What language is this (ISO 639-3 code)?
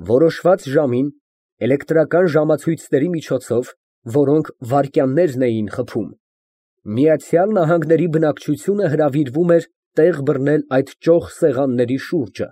hye